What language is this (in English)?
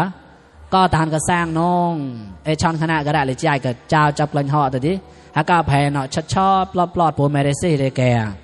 Mon